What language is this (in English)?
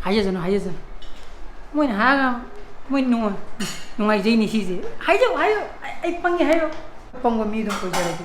Manipuri